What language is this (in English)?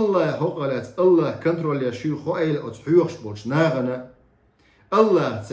Chechen